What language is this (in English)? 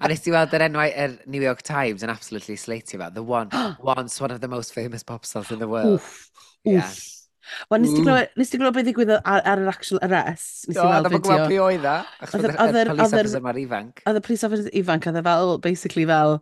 Welsh